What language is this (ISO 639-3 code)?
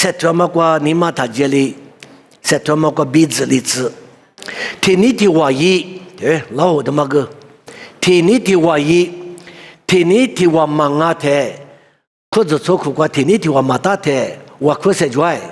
lis